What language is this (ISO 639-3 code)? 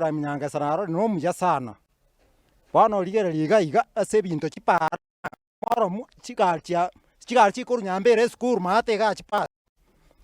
guz